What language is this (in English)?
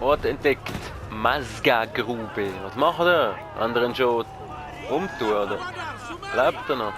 Swiss German